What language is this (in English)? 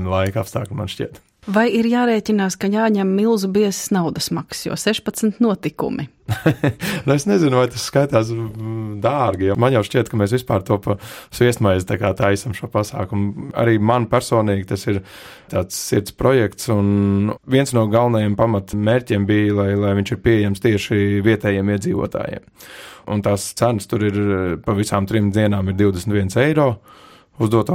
Latvian